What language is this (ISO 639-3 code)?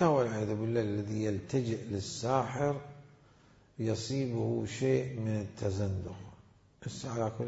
acm